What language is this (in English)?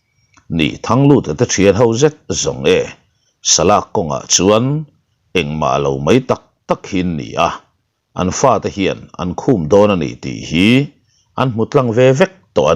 Mizo